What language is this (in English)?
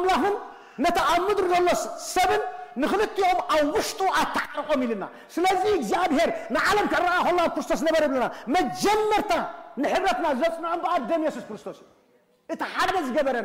Tigrinya